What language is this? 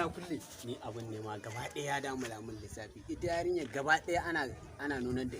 Hausa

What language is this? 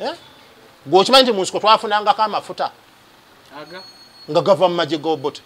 Ganda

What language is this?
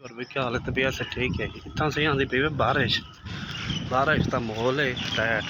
Saraiki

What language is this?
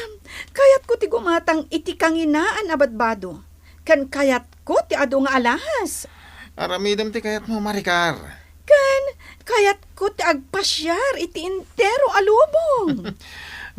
Iloko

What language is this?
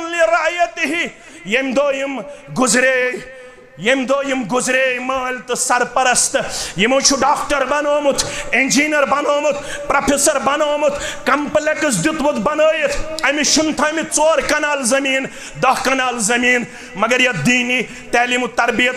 Kashmiri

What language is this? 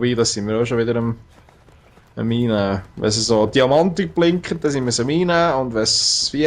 Swiss German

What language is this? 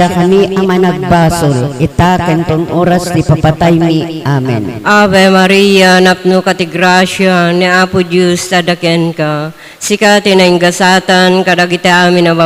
Iloko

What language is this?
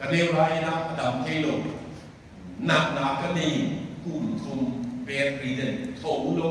Tedim Chin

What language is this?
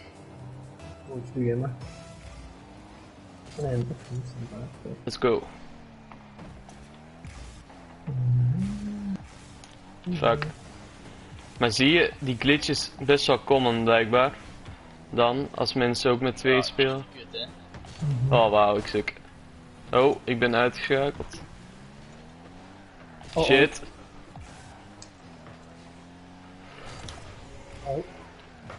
Dutch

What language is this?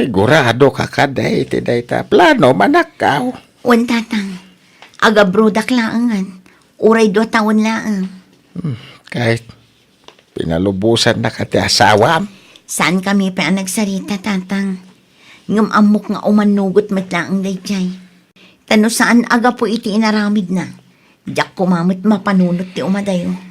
Iloko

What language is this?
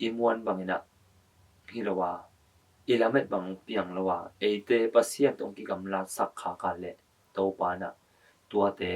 Tedim Chin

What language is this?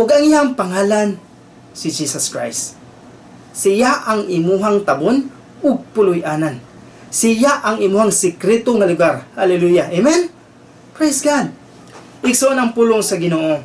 Cebuano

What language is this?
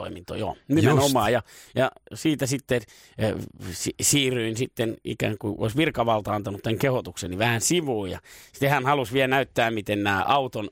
Finnish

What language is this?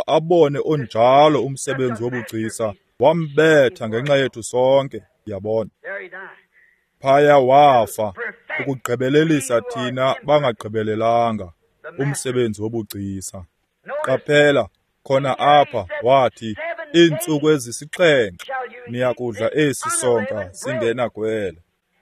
Xhosa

